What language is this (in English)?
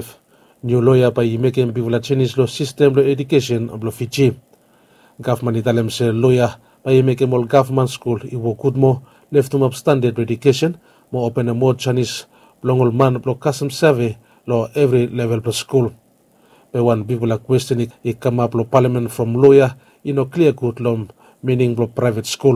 Bislama